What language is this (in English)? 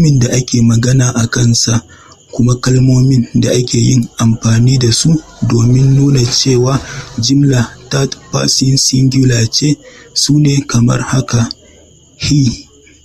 Hausa